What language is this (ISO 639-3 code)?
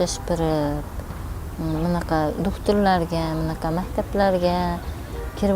uzb